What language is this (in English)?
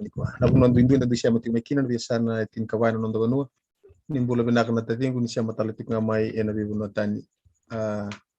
Fijian